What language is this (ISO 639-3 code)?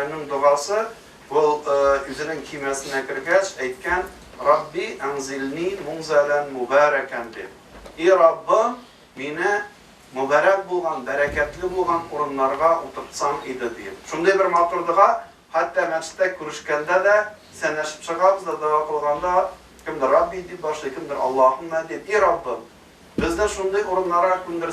tat